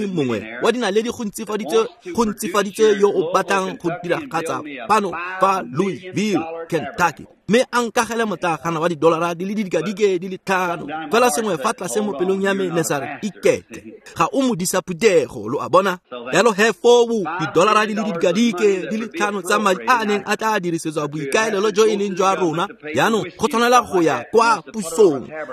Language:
Tswana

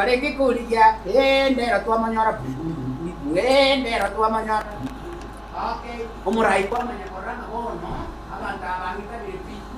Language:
Gusii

